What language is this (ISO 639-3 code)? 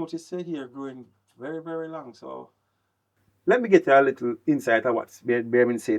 jam